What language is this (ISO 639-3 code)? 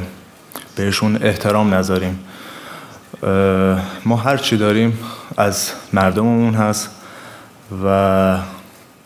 fas